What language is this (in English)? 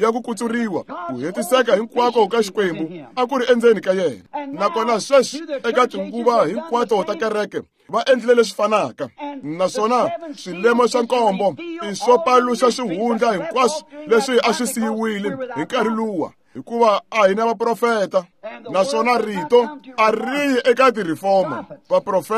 Tsonga